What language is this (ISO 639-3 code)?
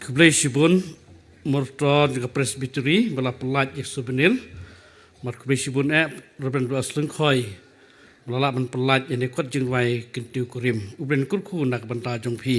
kha